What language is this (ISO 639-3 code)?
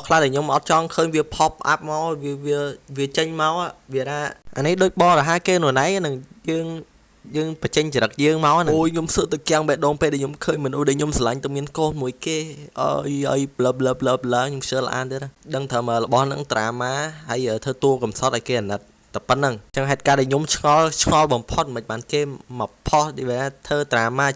khm